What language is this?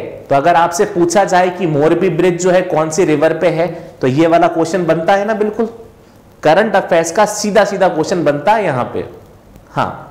Hindi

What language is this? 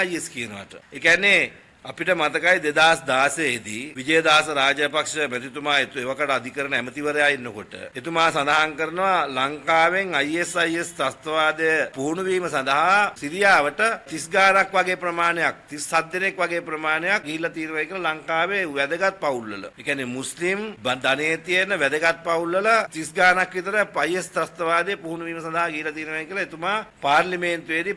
Sinhala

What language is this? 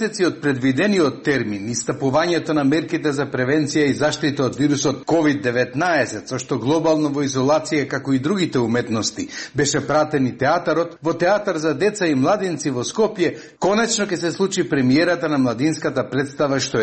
Macedonian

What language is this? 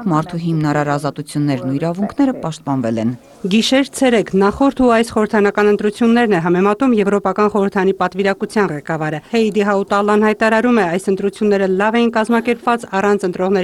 Armenian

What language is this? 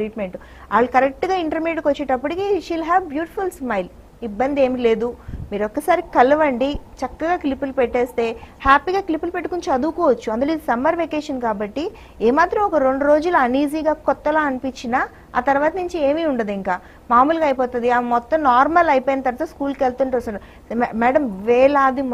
Telugu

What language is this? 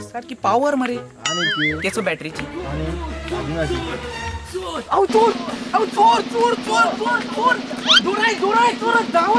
Konkani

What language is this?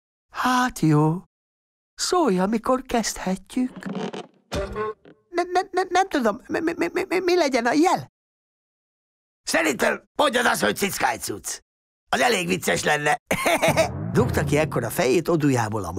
Hungarian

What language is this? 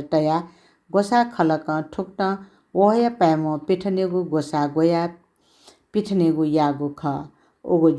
Newari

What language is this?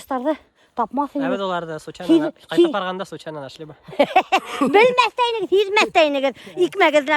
Bashkir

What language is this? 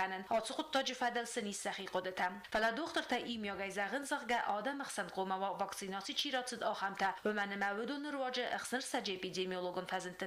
Ossetic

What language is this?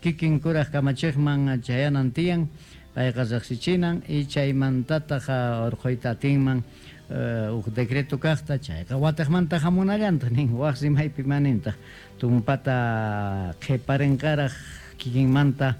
Quechua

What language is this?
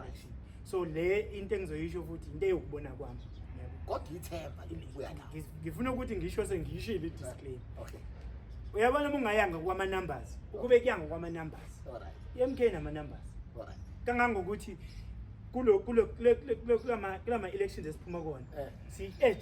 Zulu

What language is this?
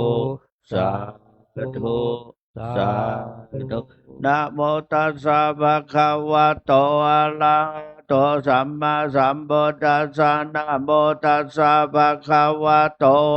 Pali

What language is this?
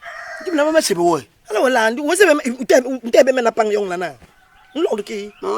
Basaa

